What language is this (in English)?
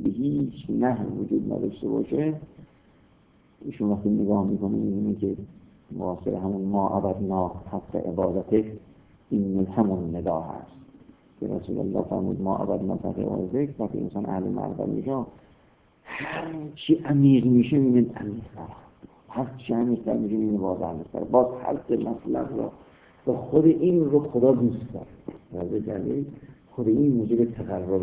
Persian